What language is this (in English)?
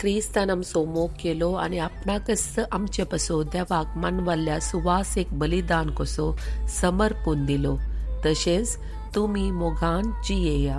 Konkani